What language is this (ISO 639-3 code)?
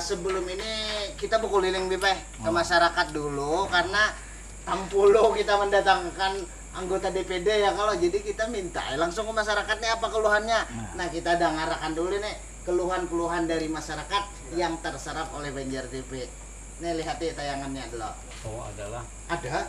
bjn